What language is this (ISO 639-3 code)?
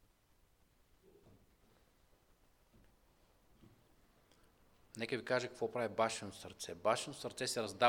bul